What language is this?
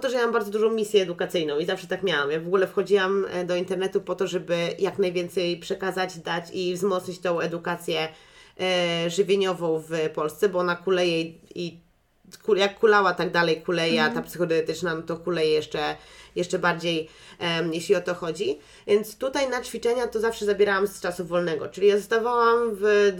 Polish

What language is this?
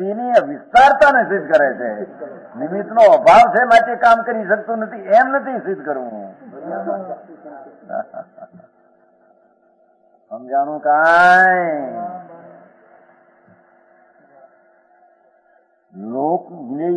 Gujarati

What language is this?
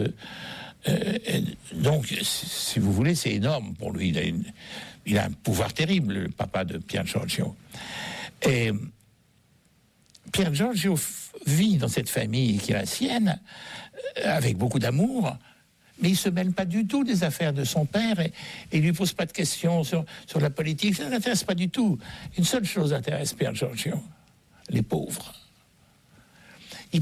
French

